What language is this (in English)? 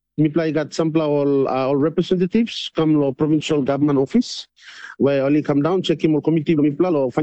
Tok Pisin